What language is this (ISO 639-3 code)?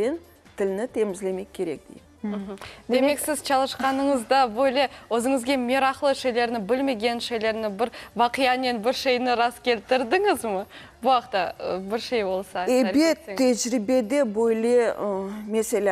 crh